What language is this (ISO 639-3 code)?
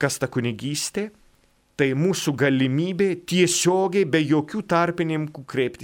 lit